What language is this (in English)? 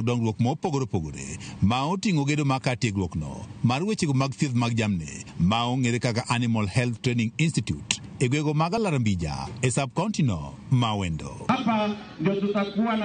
Luo (Kenya and Tanzania)